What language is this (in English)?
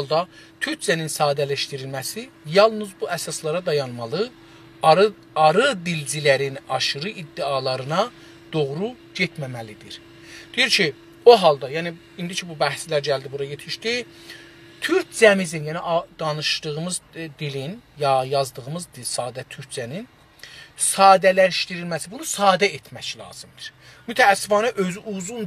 South Azerbaijani